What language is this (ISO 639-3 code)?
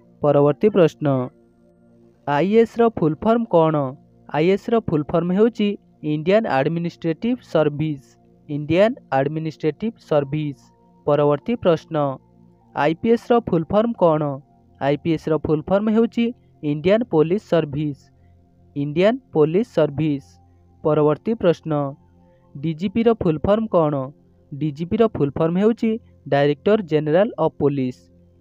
ori